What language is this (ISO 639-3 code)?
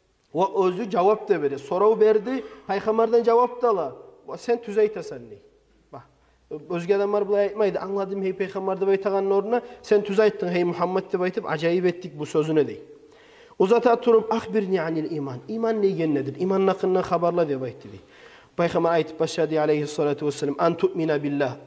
kum